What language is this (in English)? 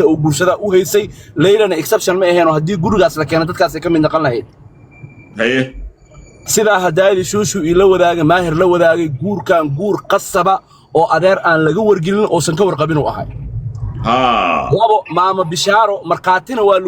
Somali